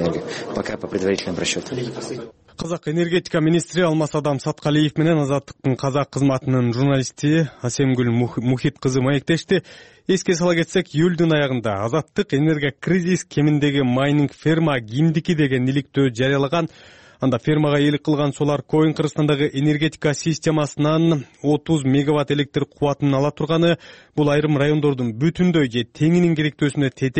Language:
Kyrgyz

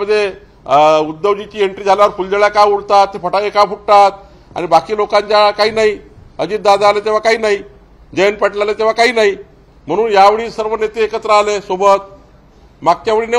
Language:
Marathi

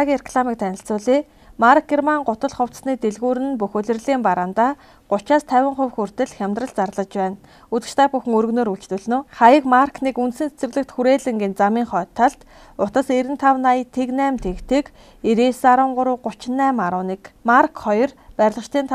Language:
Mongolian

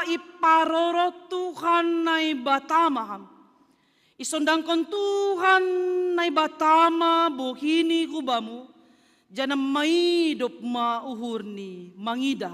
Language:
Batak Simalungun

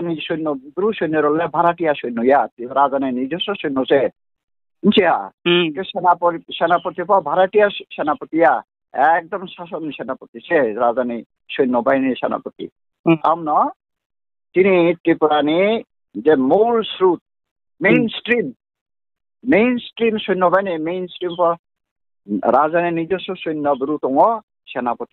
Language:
Riang (India)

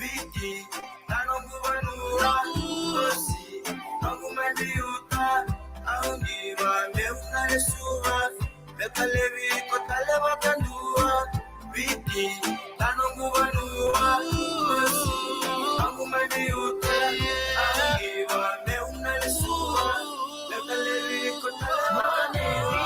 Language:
Fijian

